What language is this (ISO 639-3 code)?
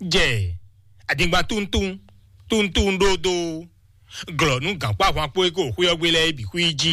fon